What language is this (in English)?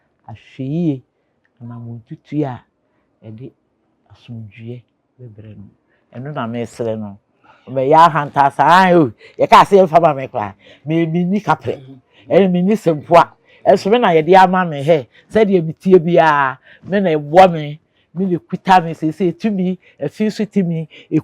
Akan